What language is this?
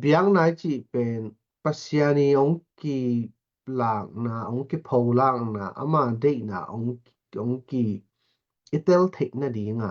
Tedim Chin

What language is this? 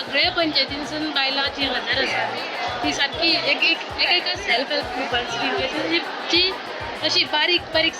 Konkani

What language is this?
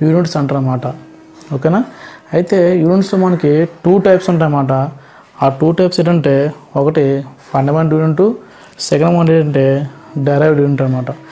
Telugu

